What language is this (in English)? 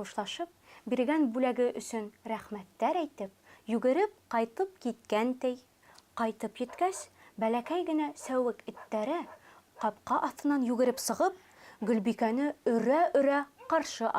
Bashkir